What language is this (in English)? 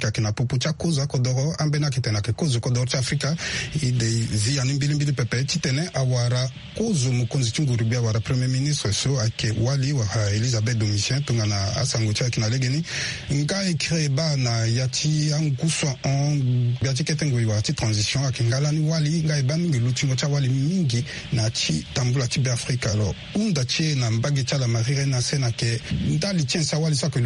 Sango